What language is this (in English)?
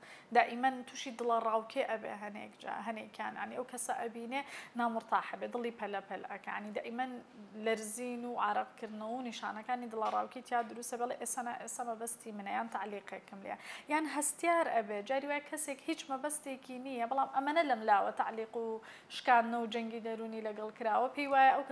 Central Kurdish